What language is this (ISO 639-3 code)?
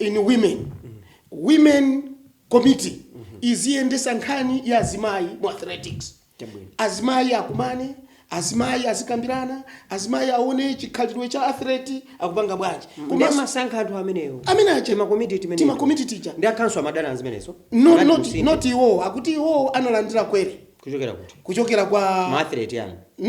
nya